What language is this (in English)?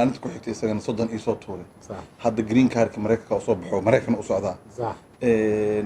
Somali